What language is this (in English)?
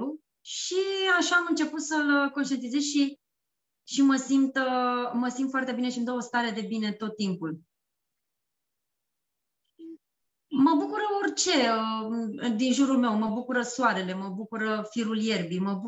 Romanian